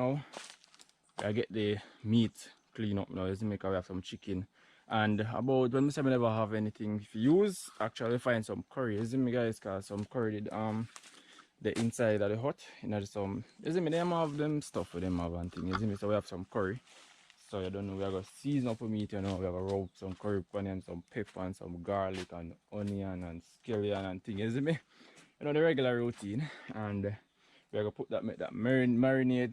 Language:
Jamaican Creole English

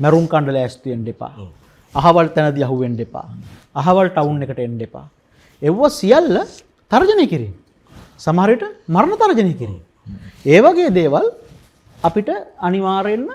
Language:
Sinhala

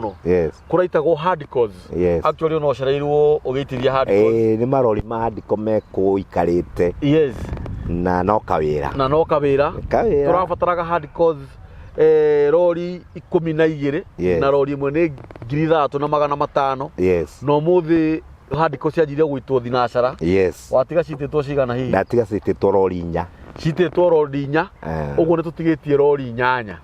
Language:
Kikuyu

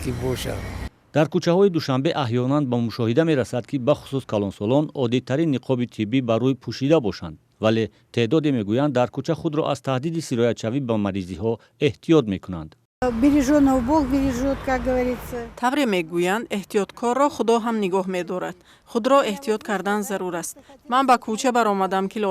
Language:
Tajik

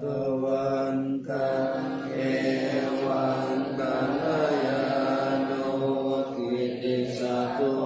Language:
Pali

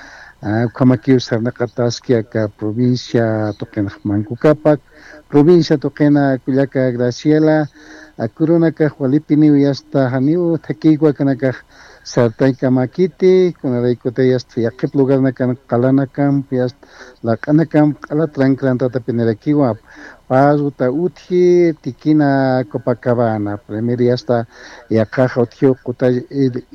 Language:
Aymara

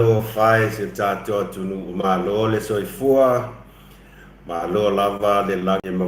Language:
Samoan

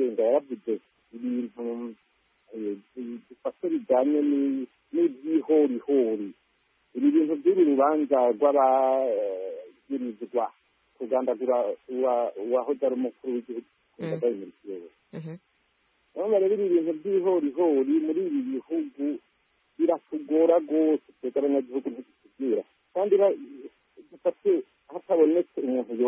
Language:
Kinyarwanda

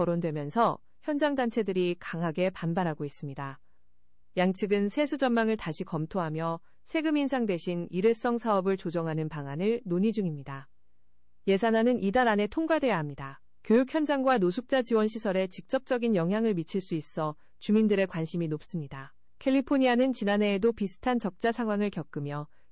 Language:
Korean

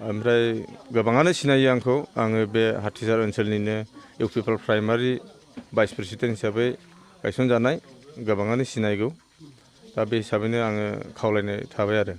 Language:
Bodo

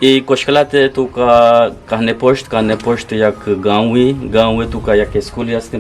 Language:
Eastern Balochi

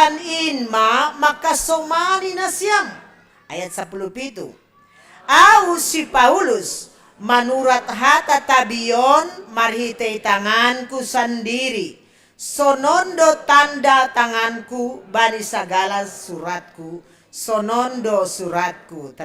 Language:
Batak Simalungun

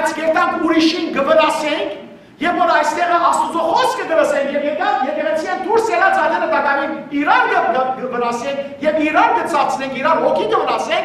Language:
Western Armenian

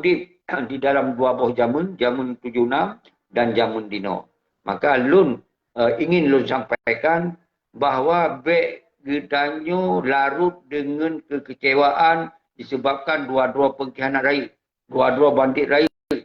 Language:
Achinese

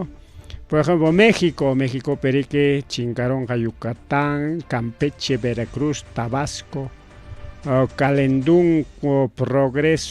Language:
Ayacucho Quechua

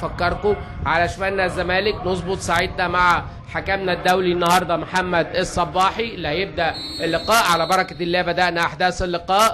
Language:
Egyptian Arabic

